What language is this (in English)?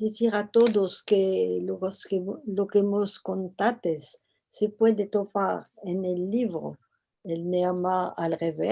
Ladino